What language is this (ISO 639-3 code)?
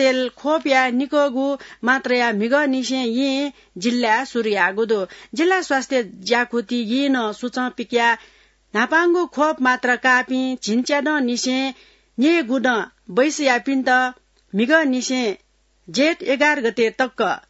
new